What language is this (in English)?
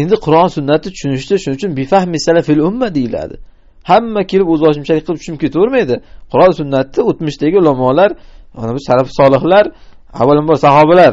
Uzbek